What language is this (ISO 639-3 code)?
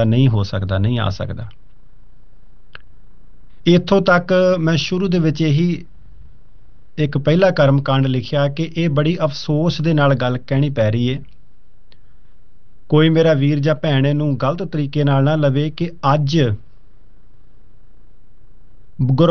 pan